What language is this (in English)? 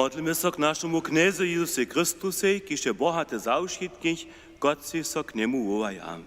Upper Sorbian